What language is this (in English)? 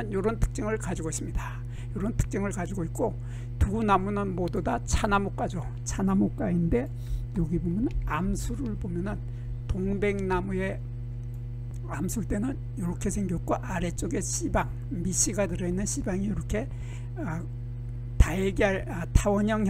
Korean